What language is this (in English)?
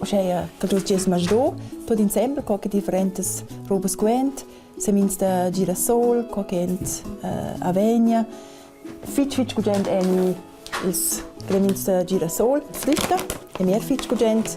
Romansh